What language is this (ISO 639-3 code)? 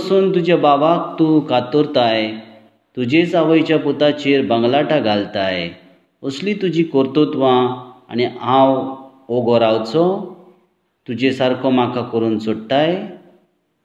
kok